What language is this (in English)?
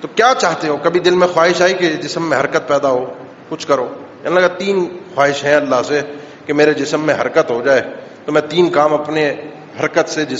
Urdu